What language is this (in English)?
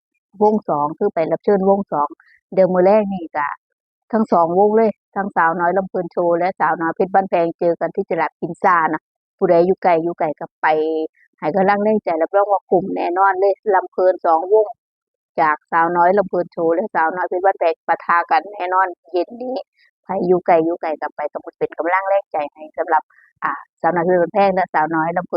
Northeastern Thai